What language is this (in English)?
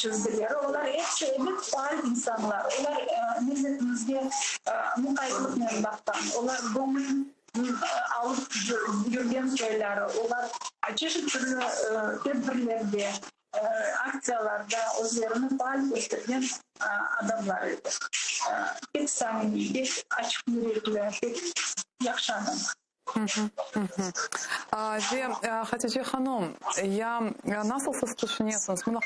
Crimean Tatar